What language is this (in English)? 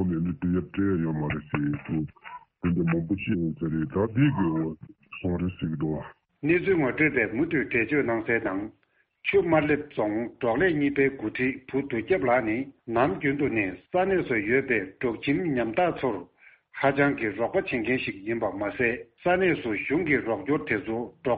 Tibetan